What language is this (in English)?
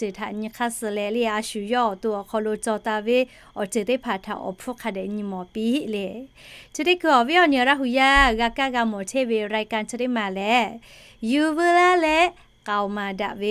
Lahu